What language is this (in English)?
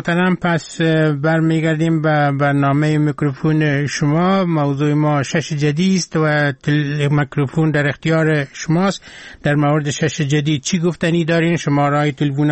Persian